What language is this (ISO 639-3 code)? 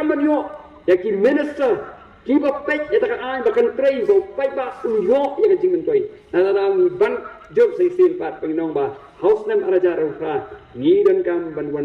kha